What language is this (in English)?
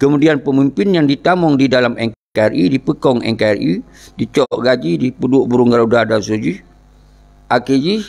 Achinese